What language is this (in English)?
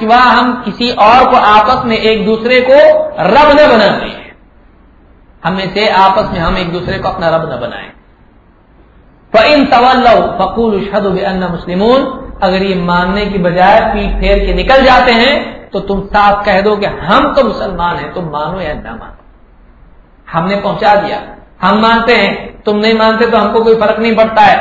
Urdu